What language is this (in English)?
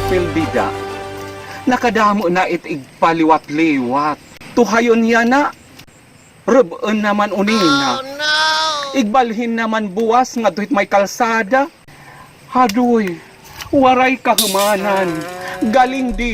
Waray